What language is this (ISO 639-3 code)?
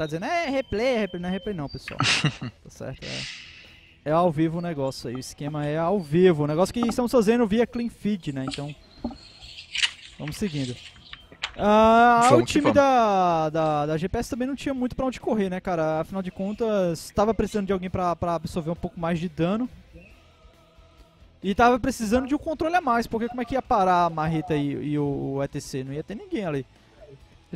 por